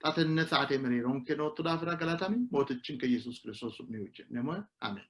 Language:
Sidamo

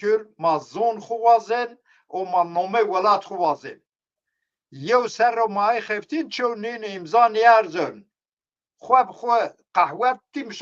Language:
Zaza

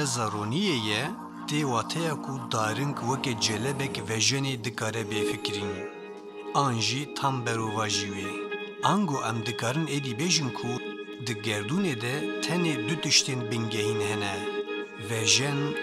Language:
Kurdish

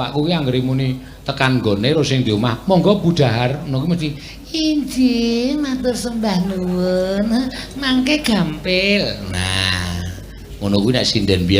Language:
Javanese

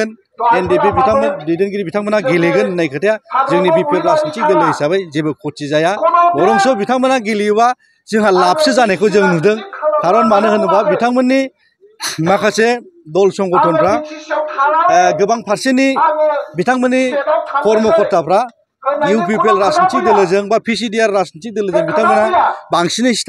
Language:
Bodo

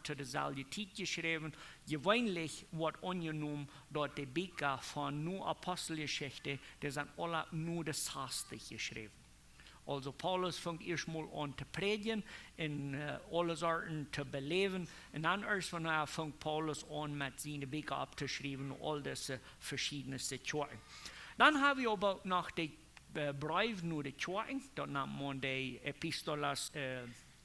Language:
Plautdietsch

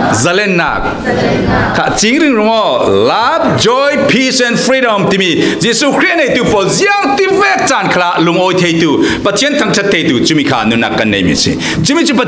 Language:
Falam Chin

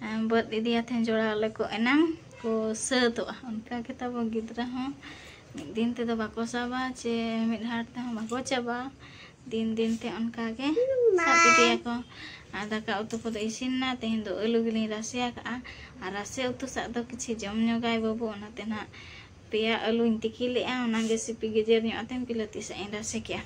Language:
Santali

